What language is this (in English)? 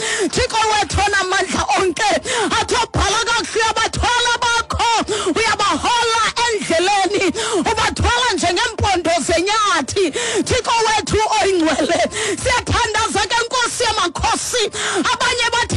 Xhosa